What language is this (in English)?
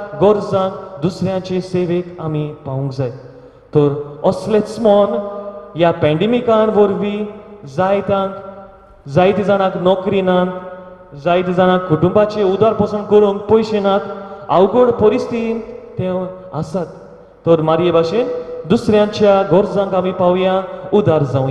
Konkani